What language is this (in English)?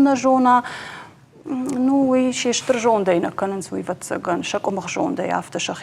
Ossetic